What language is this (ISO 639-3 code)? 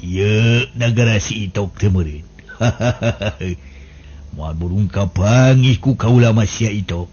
sun